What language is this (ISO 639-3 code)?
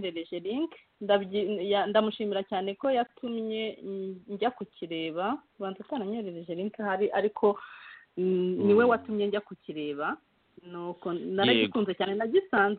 kin